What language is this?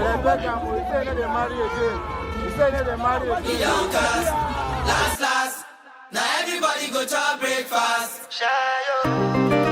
Nigerian Pidgin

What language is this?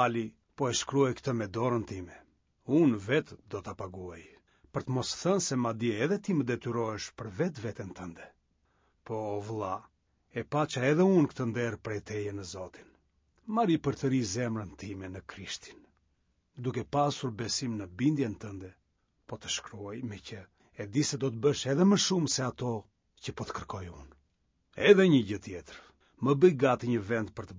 Albanian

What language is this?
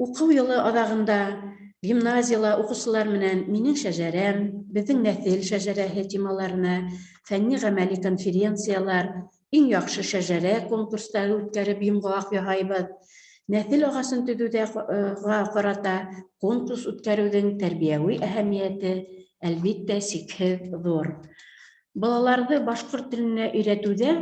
Bashkir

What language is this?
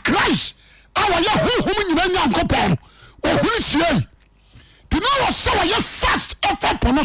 Akan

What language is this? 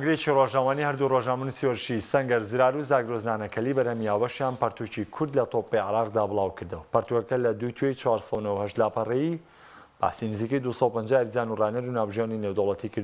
Central Kurdish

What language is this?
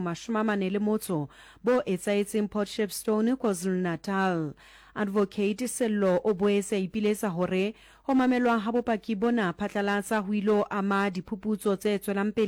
Southern Sotho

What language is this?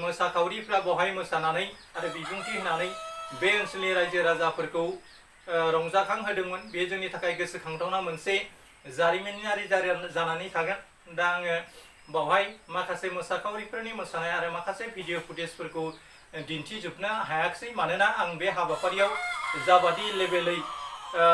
Bodo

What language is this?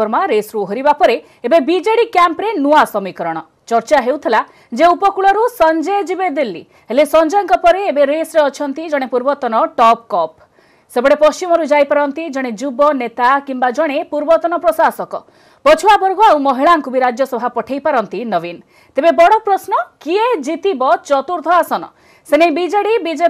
Odia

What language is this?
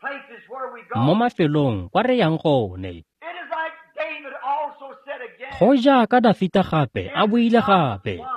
Tswana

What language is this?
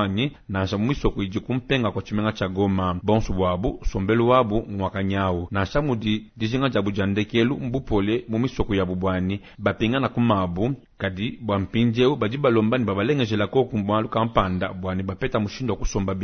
Luba-Lulua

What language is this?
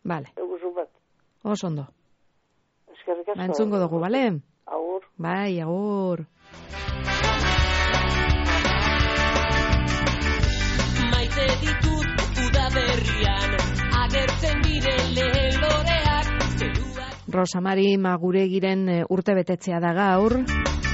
Basque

